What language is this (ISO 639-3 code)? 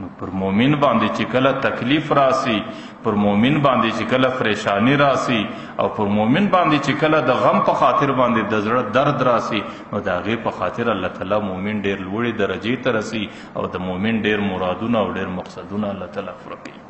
pus